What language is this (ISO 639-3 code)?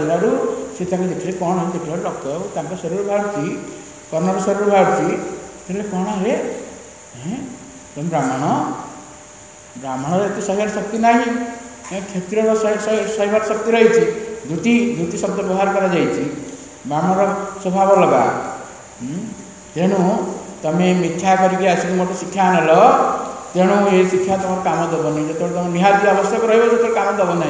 ori